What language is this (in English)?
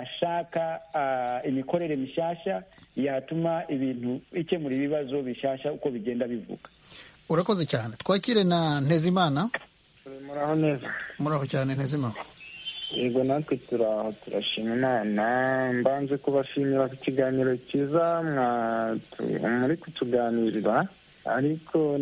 Kinyarwanda